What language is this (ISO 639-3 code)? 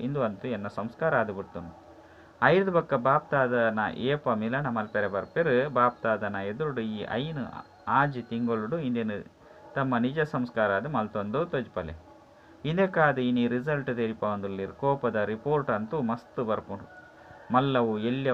tcy